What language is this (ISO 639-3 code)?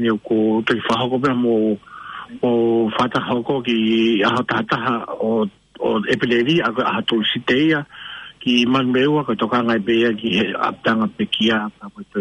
ton